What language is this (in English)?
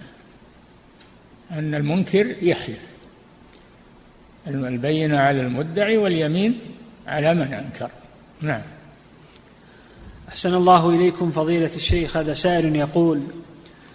Arabic